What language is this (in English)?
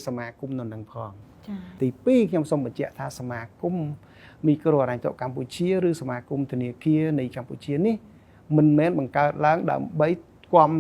Khmer